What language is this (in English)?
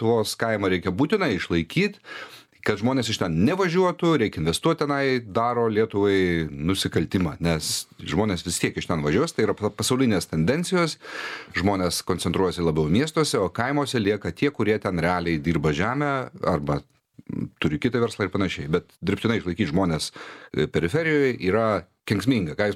Lithuanian